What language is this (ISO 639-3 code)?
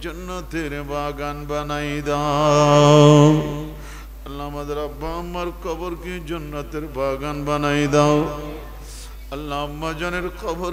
ben